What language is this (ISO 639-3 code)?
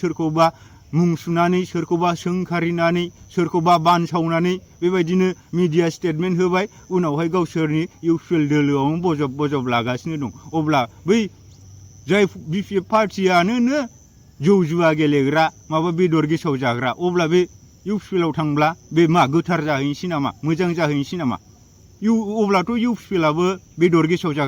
brx